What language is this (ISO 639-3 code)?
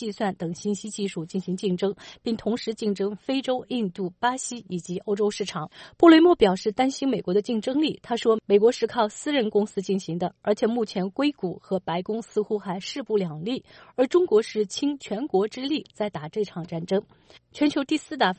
zho